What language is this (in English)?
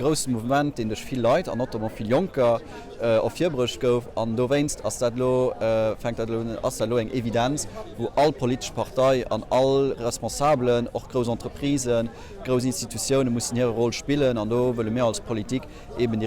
Luxembourgish